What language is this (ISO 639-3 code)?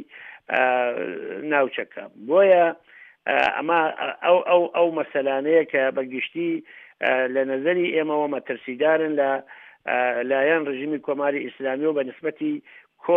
ckb